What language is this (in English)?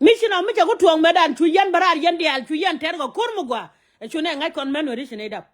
Nuer